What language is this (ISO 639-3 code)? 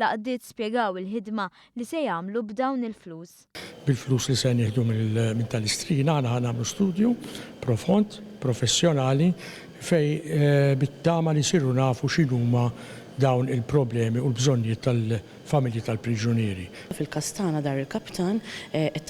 mlt